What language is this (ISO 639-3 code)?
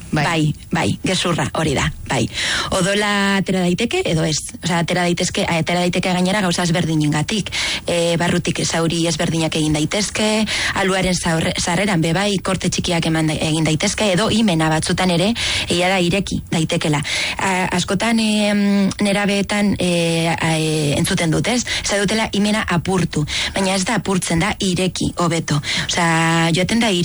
eus